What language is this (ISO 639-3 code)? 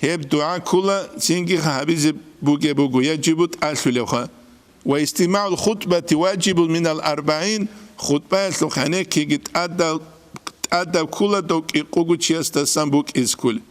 ava